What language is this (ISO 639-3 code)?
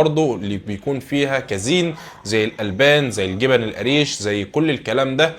arz